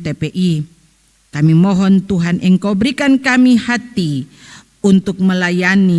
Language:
Ambonese Malay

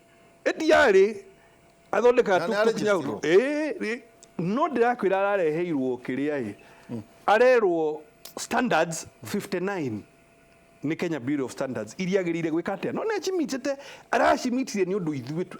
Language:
Kikuyu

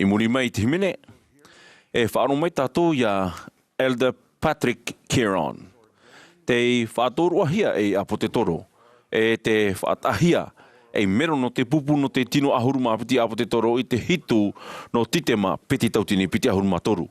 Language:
Tahitian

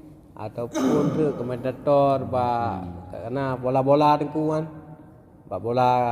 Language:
Achinese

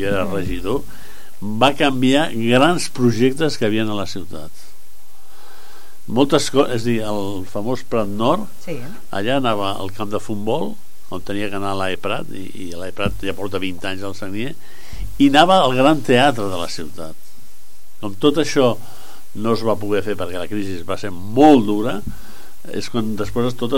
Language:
Catalan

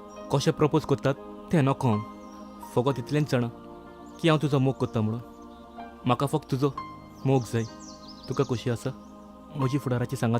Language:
Konkani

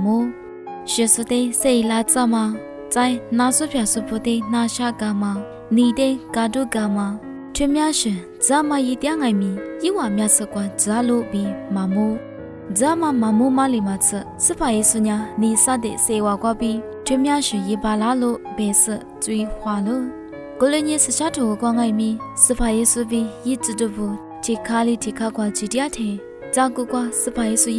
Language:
Lisu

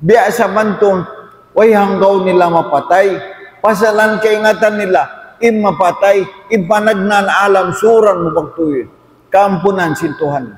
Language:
Tausug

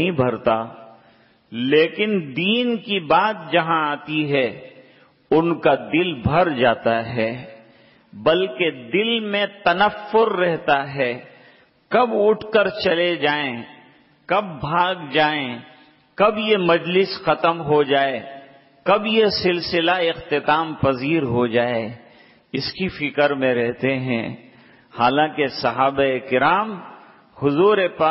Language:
Urdu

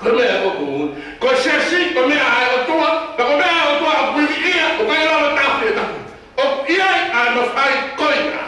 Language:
Tongan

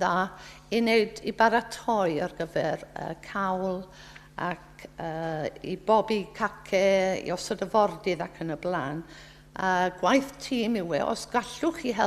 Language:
Welsh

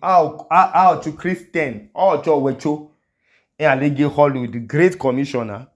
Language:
Idoma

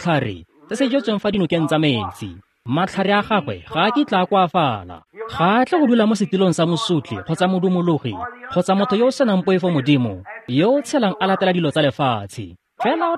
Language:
Tswana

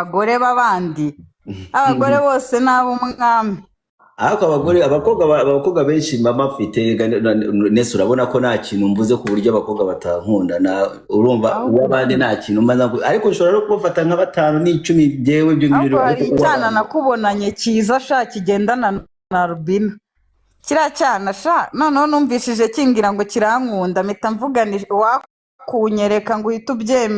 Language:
Kinyarwanda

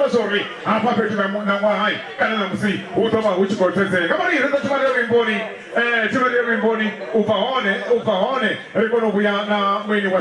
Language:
Venda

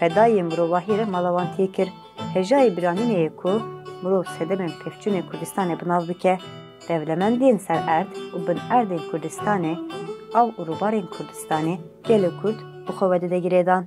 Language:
Kurdish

